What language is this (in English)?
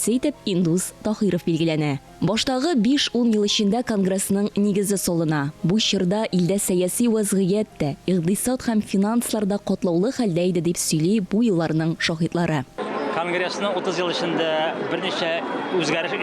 Tatar